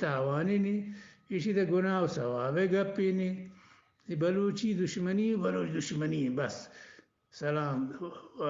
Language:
Eastern Balochi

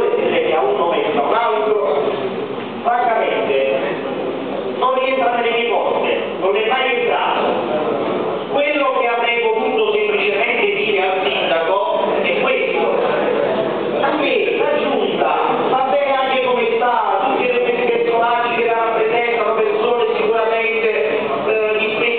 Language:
Italian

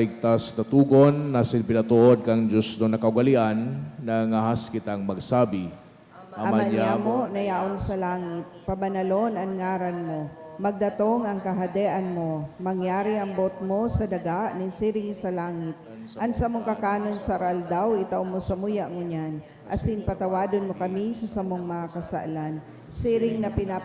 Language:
Bikol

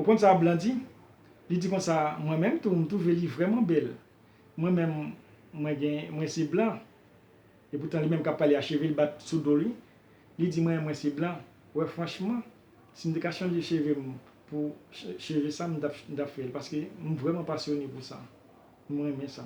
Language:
Haitian Creole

